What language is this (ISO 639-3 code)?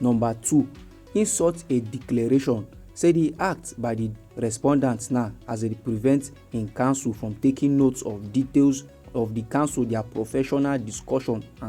pcm